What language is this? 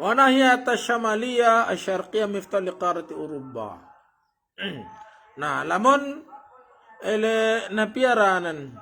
Sasak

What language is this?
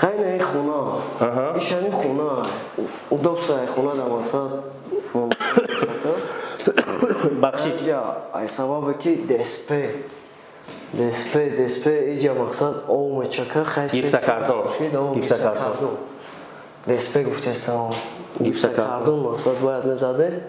Tajik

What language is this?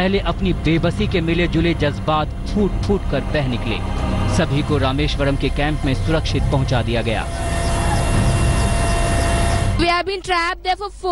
Hindi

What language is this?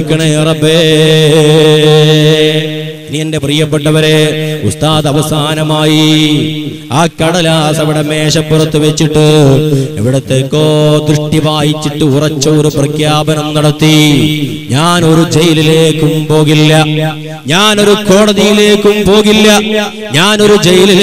Malayalam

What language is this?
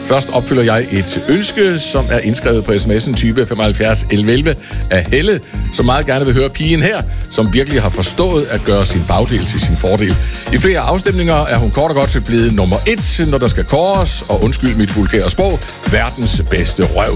Danish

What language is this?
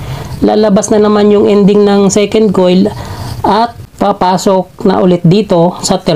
Filipino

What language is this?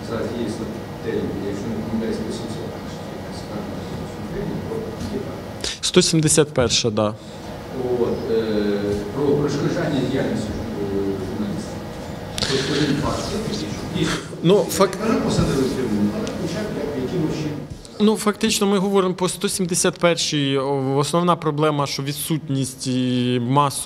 Ukrainian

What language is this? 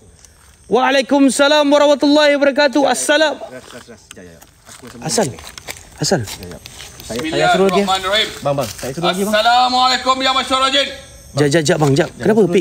Malay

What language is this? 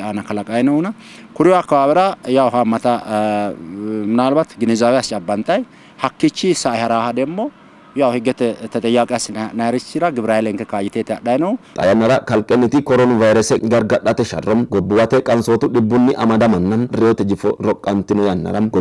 Sidamo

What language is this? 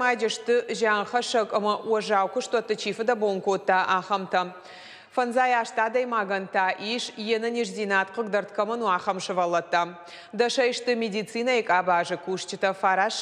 Ossetic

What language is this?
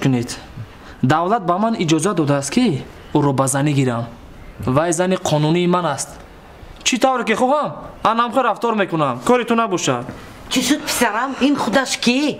Tajik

